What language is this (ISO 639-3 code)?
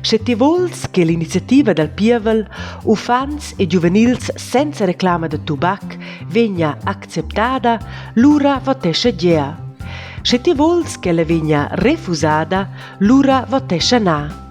roh